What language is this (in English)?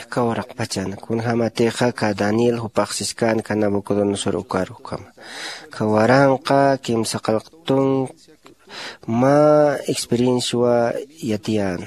Aymara